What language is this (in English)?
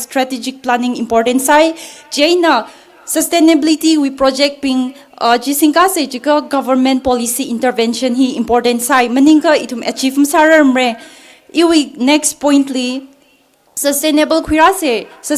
Tangkhul Naga (India)